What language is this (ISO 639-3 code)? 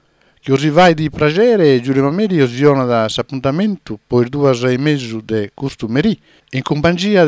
srd